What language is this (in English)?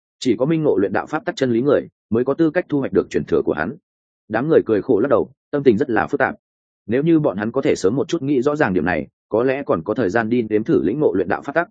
Vietnamese